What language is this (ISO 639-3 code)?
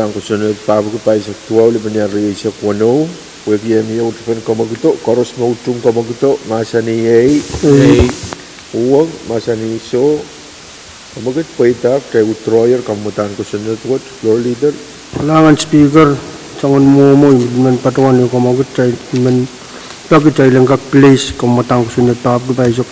pon